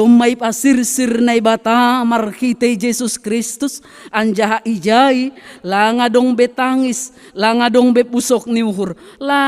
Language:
Batak Simalungun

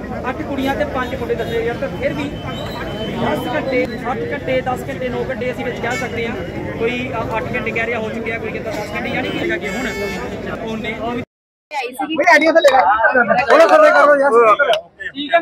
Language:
Punjabi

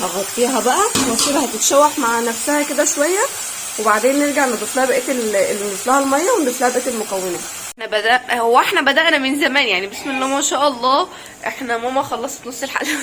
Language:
Egyptian Arabic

